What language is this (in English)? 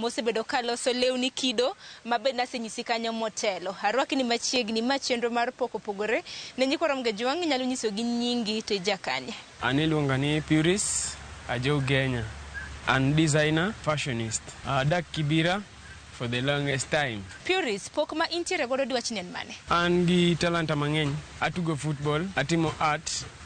Luo (Kenya and Tanzania)